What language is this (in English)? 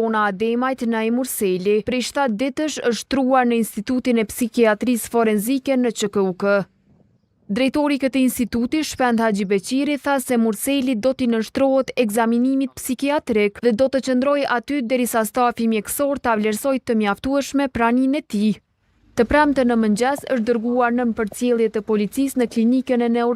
Albanian